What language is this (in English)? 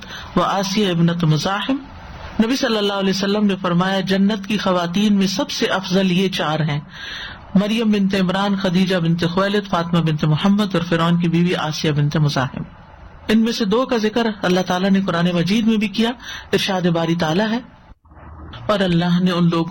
Urdu